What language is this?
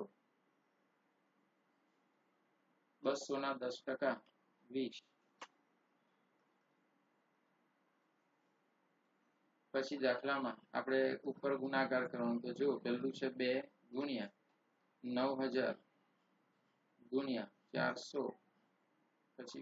Gujarati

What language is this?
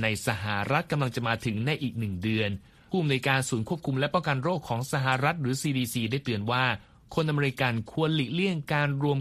Thai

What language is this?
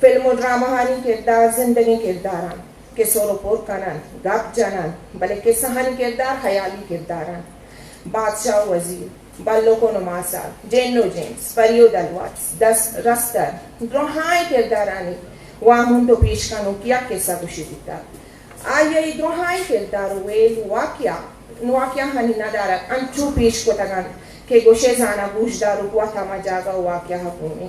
Eastern Balochi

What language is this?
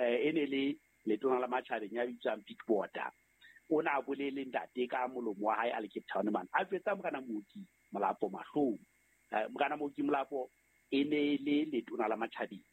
Southern Sotho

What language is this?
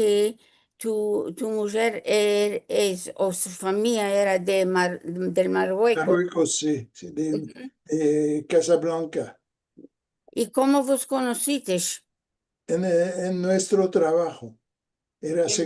Ladino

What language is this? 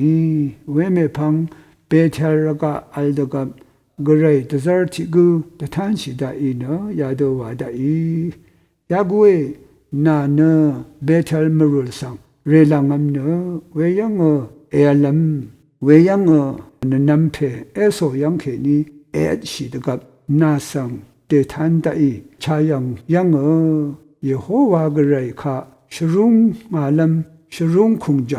Rawang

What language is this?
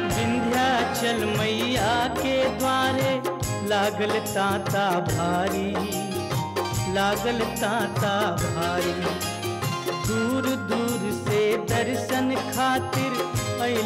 Bhojpuri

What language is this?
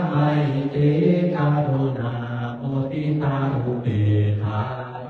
Pali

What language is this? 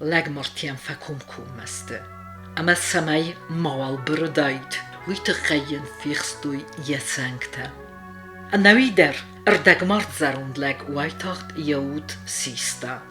Ossetic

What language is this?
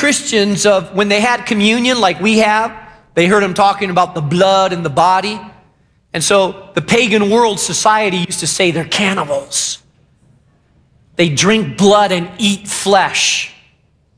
English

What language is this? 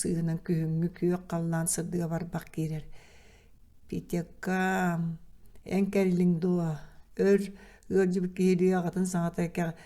Yakut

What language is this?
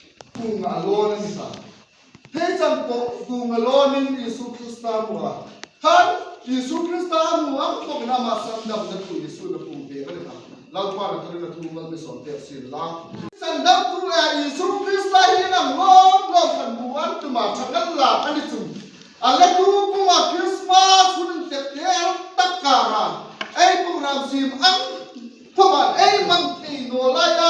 Hmar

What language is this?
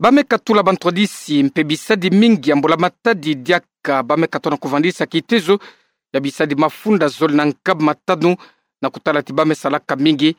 Kituba (Democratic Republic of Congo)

